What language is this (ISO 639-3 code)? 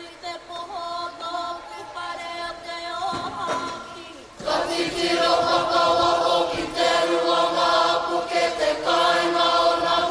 mri